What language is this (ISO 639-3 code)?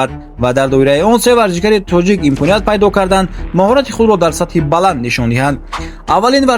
tgk